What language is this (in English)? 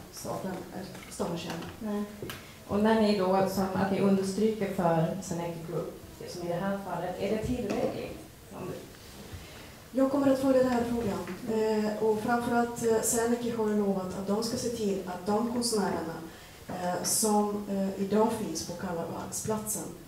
Swedish